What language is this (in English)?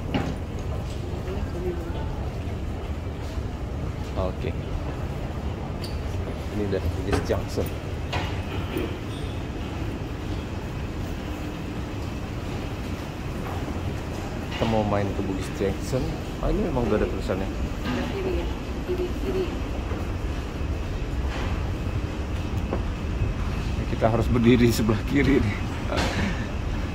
Indonesian